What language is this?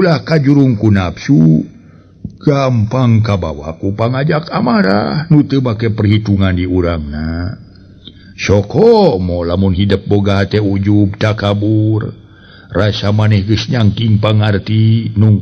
Sundanese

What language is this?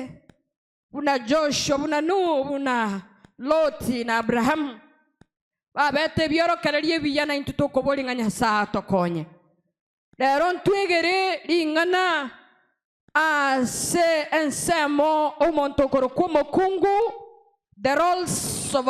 Gusii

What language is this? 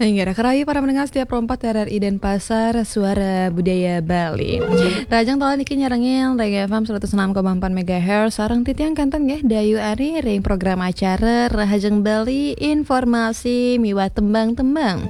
Balinese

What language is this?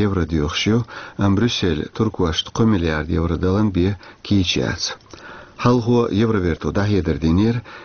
Chechen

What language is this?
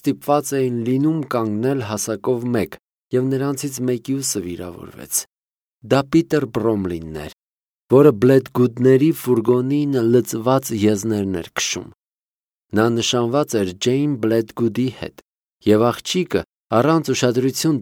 Armenian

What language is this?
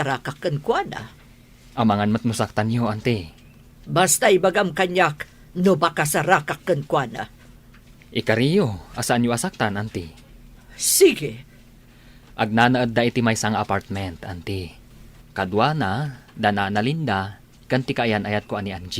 Iloko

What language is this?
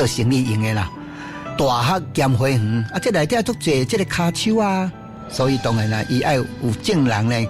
Min Nan Chinese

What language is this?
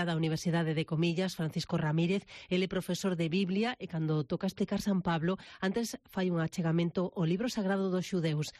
Galician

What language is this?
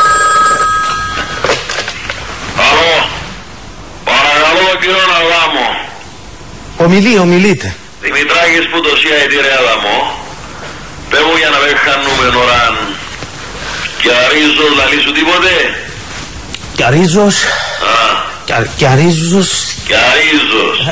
Greek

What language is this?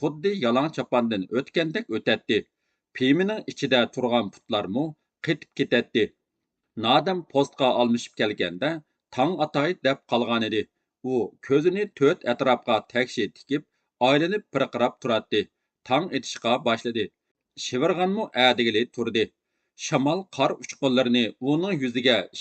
Uyghur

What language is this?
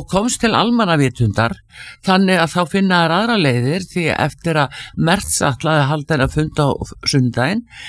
Icelandic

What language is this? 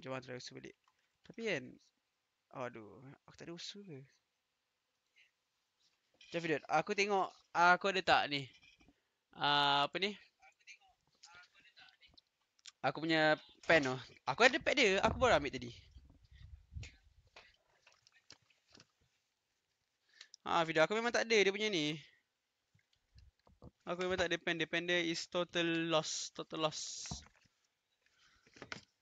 Malay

